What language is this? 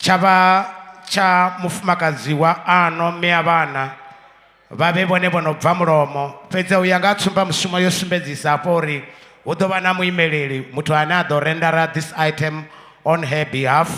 Venda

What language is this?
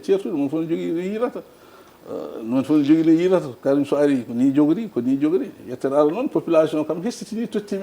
Fula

